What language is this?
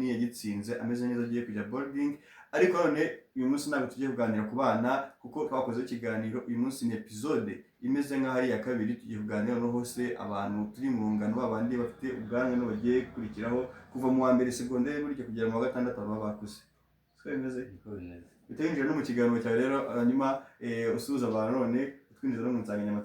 Kinyarwanda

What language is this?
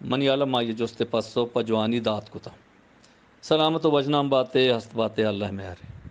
Eastern Balochi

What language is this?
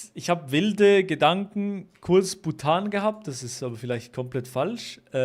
Swiss German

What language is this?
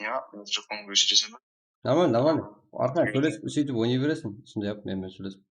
Kara-Kalpak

